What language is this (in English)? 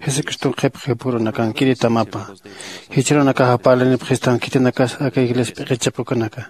Aymara